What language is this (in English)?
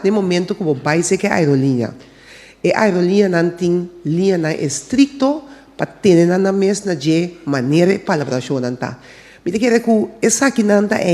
Papiamento